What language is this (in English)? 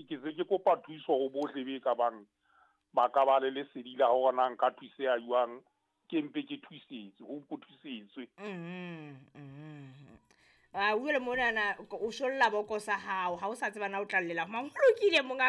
Southern Sotho